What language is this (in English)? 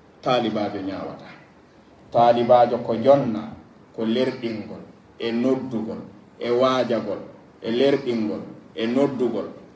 Pular